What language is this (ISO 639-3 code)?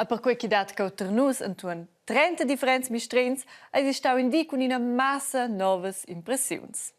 roh